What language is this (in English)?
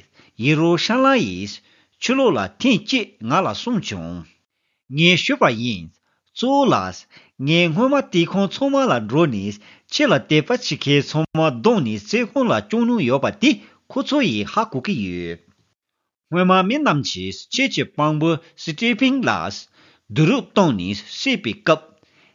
Tibetan